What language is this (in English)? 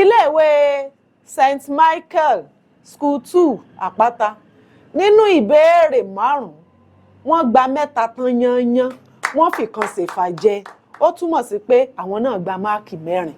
Yoruba